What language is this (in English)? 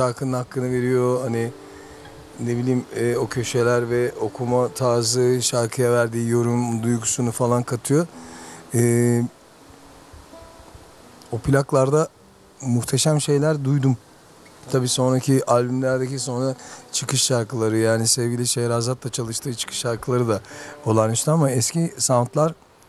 Turkish